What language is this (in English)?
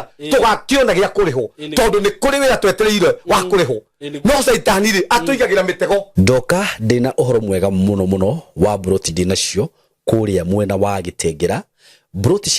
Kikuyu